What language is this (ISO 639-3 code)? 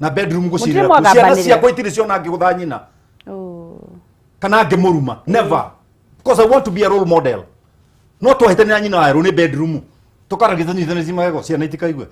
kik